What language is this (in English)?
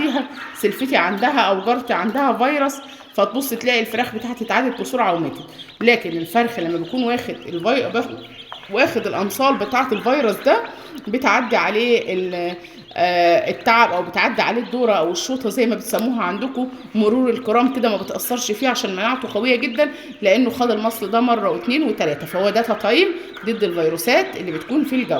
Egyptian Arabic